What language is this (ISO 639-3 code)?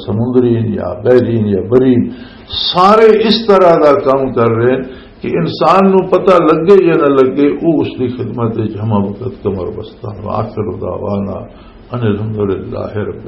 lah